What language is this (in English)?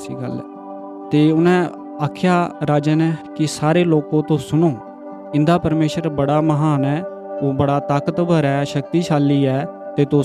Dogri